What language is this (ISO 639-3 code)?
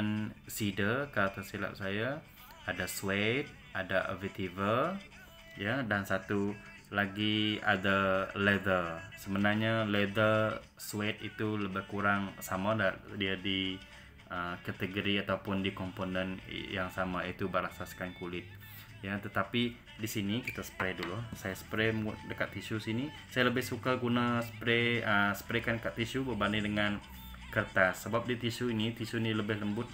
msa